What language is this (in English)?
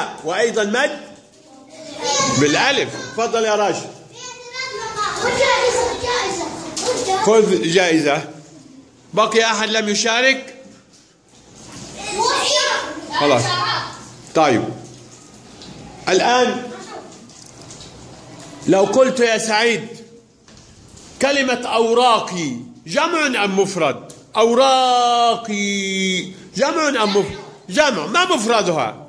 Arabic